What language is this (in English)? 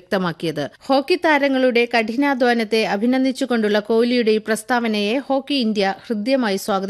Malayalam